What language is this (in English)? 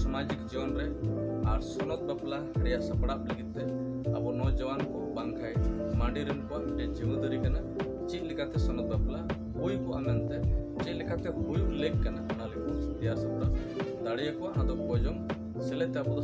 Santali